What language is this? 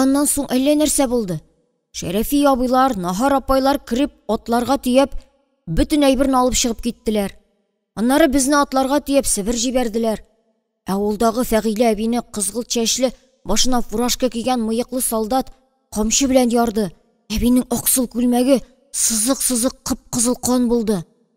Tatar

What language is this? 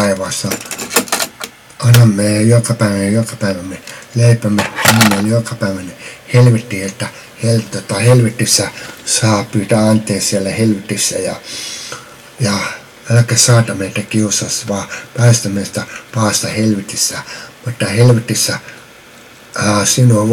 Finnish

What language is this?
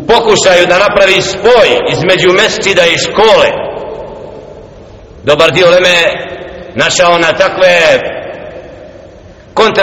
Bosnian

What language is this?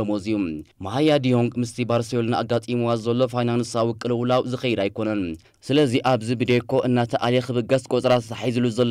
Tigrinya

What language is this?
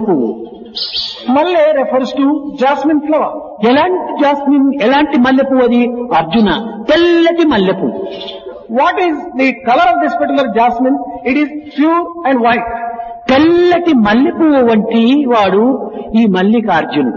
Telugu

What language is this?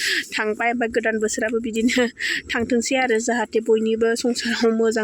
Bodo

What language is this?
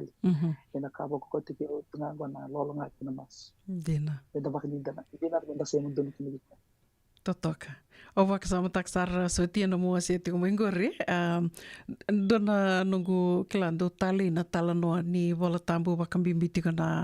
Fijian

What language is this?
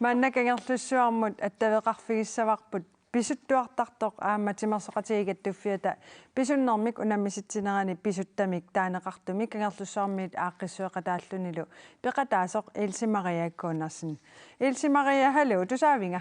Kalaallisut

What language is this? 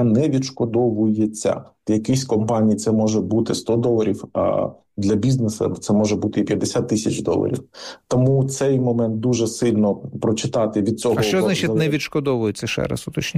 Ukrainian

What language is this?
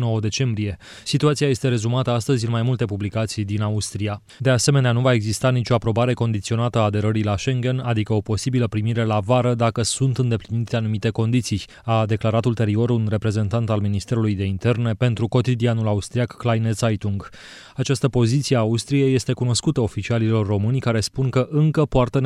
Romanian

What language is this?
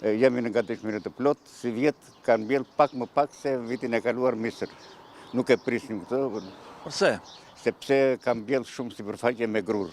Albanian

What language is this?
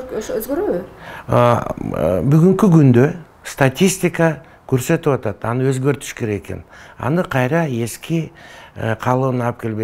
Kyrgyz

